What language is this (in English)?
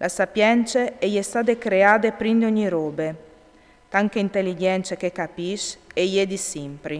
Friulian